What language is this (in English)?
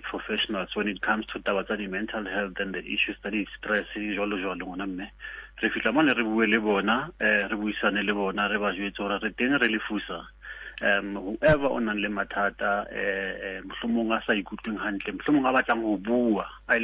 Southern Sotho